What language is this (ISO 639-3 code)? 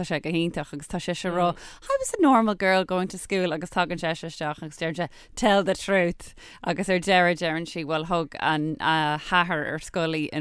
gle